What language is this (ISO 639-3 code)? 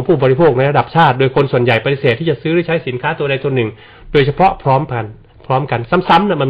tha